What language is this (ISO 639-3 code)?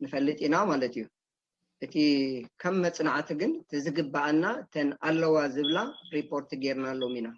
tir